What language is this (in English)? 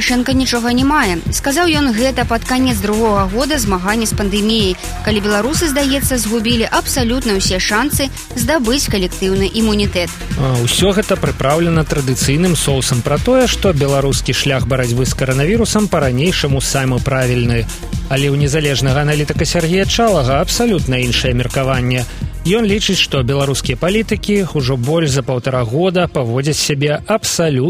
Belarusian